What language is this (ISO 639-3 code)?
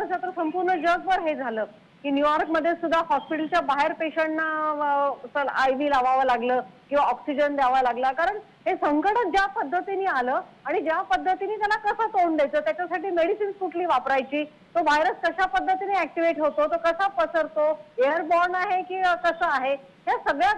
mar